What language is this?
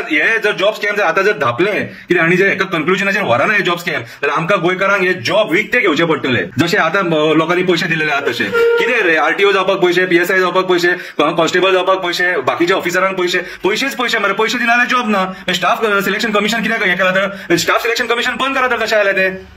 Konkani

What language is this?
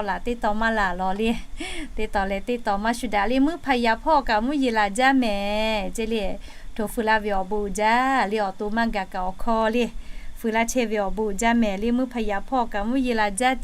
Lahu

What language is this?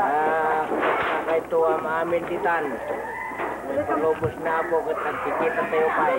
Iloko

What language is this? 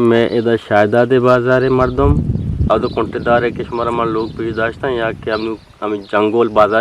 Eastern Balochi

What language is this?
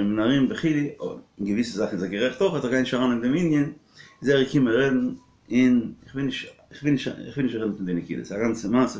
Yiddish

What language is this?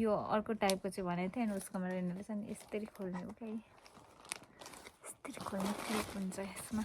Nepali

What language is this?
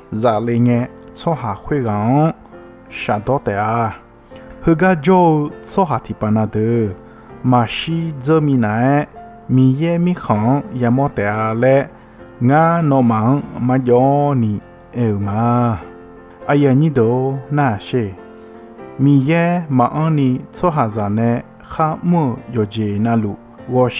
Akha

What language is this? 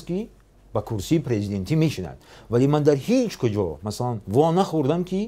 Tajik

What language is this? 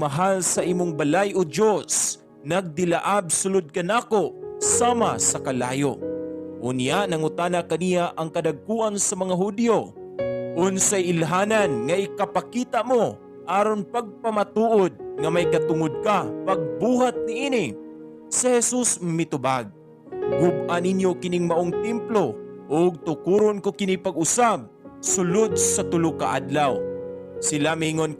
Cebuano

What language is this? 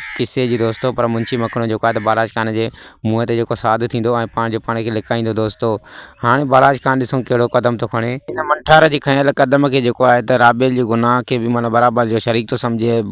Sindhi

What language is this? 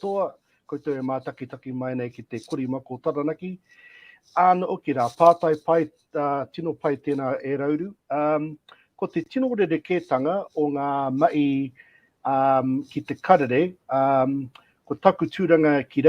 Māori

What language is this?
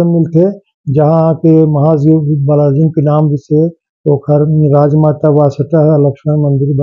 Chhattisgarhi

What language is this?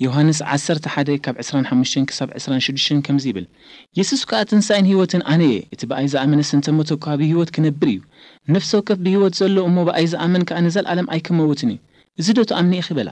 Tigrinya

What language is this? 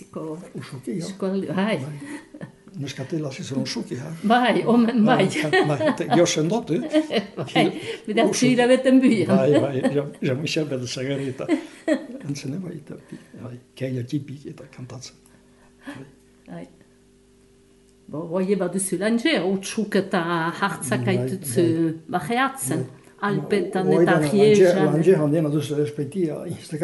Basque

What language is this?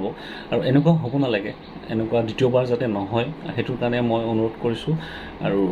Assamese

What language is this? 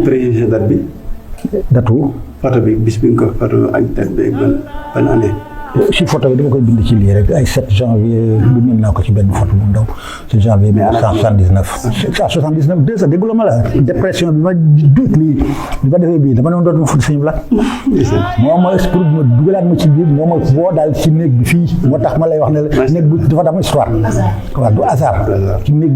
Wolof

